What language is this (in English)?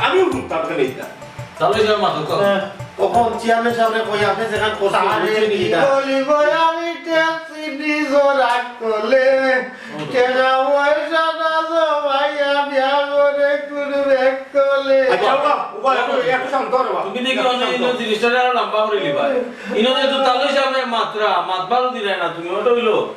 Sylheti